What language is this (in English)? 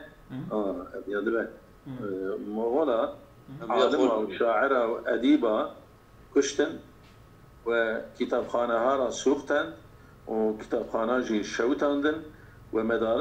Kurdish